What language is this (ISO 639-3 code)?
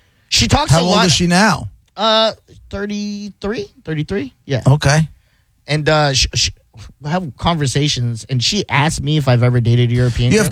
eng